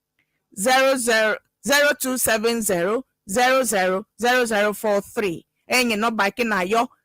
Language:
Ewe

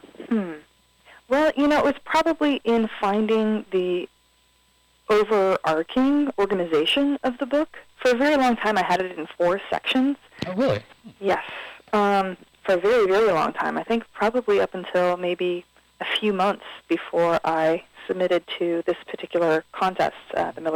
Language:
English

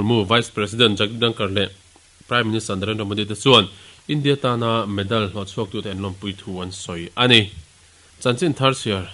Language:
Mizo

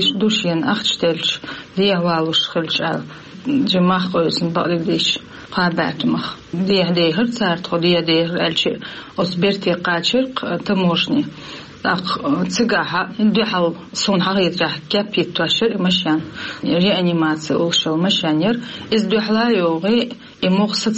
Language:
Chechen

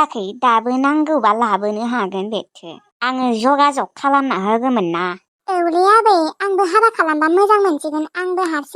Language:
Bodo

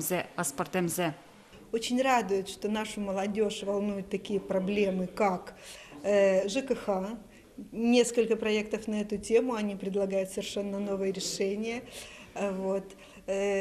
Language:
Udmurt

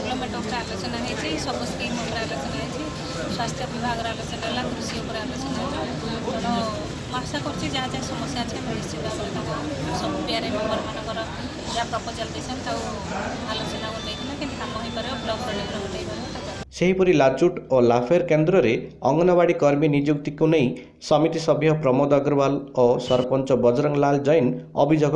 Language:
Odia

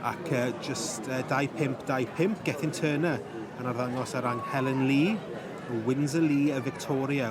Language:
Welsh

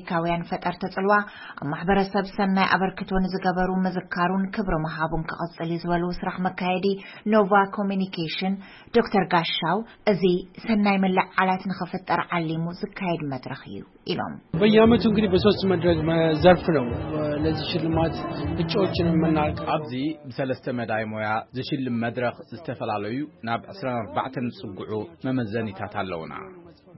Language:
Tigrinya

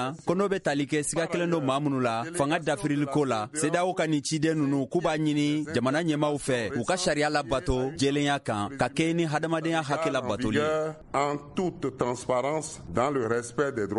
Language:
Bambara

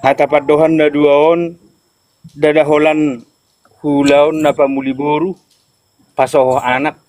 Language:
Batak Toba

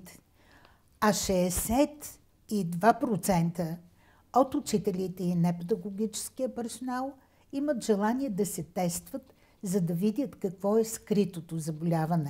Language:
Bulgarian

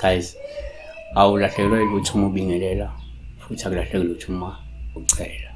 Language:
Zulu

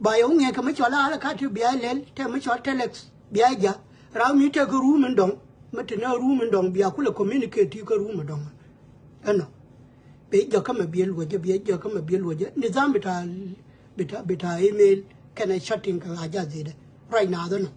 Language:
Nuer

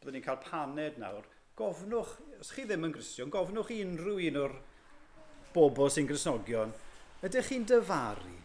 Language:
Welsh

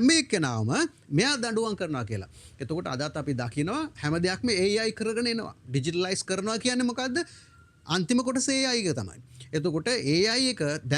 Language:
Sinhala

